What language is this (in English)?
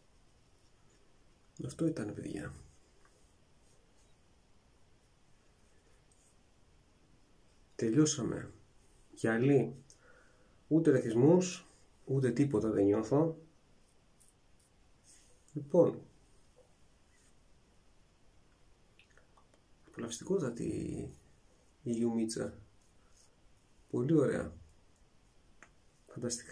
Greek